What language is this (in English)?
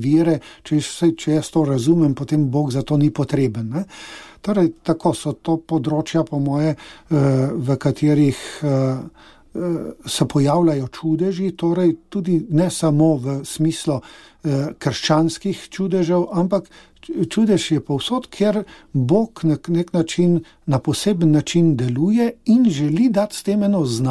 Slovenian